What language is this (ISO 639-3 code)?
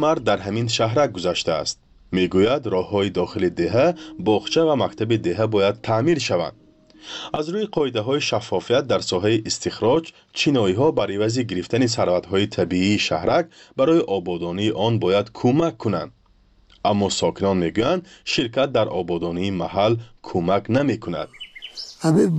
fas